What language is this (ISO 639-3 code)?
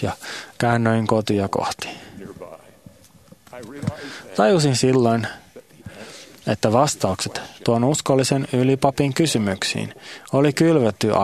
fin